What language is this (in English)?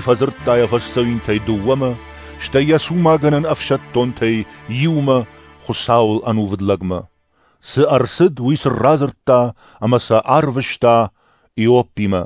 Ossetic